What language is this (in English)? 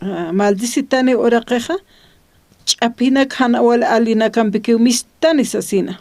Aymara